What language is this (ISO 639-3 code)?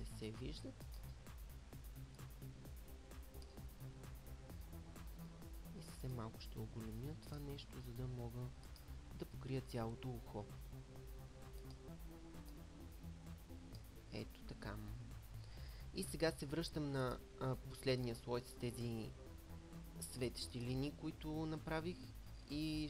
bul